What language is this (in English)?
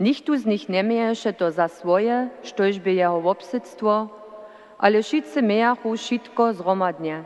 Upper Sorbian